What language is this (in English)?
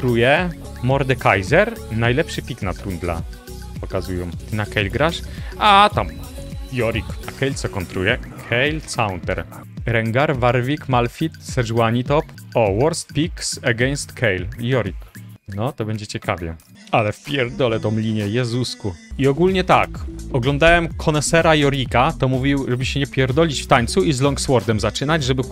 Polish